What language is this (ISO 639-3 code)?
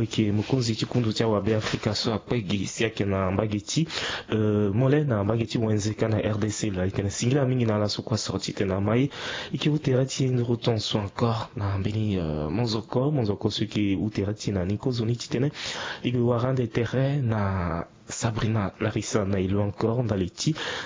sag